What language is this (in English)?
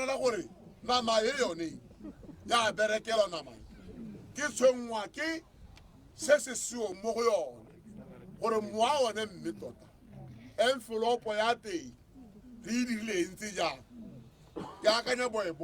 Tswana